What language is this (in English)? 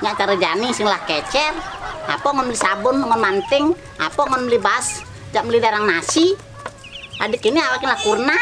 Balinese